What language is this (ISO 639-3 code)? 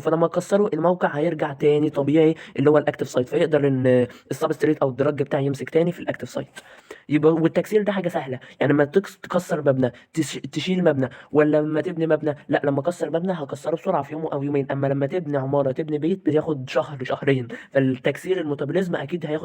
arz